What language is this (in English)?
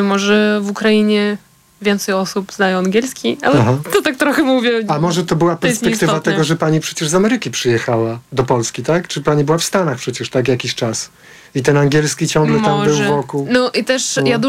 Polish